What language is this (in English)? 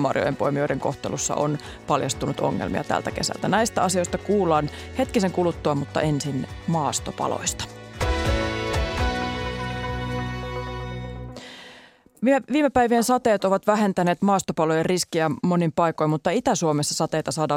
Finnish